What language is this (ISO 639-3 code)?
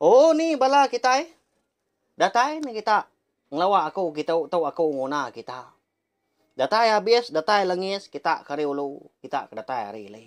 iba